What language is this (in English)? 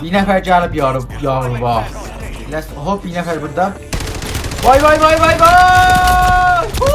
South Azerbaijani